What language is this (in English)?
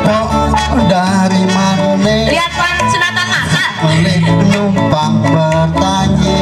Betawi